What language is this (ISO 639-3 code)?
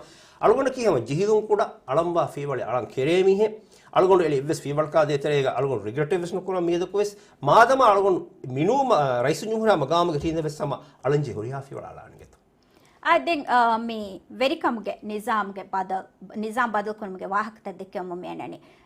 div